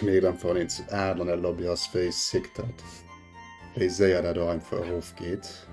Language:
Luxembourgish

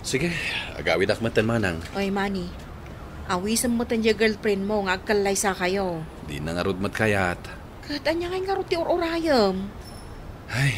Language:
Iloko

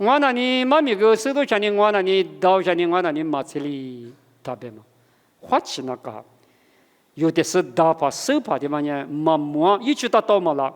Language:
Lisu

